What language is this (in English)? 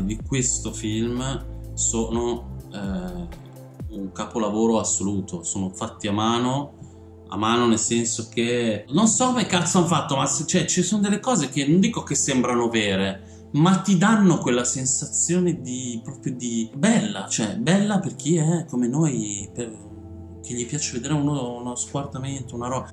Italian